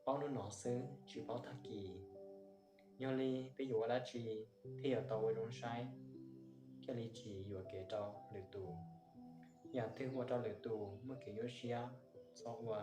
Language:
Hmong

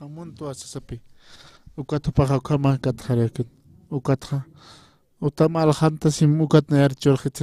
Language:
Aymara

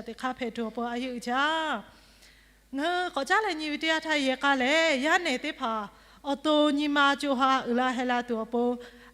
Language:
Lahu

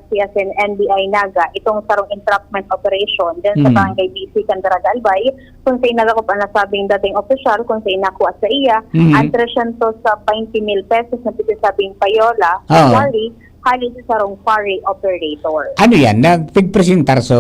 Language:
Bikol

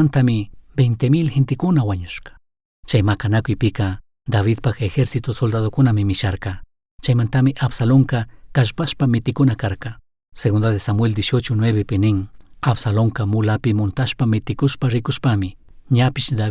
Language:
Chimborazo Highland Quichua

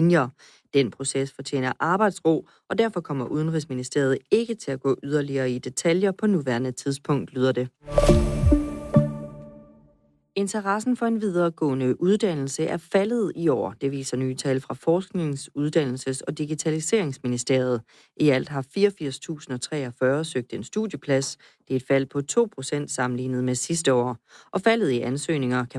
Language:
Danish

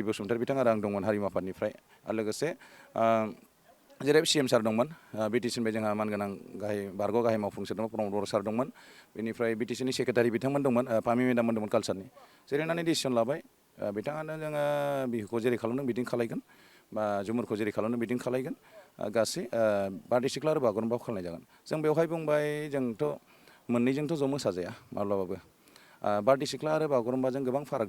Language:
Bodo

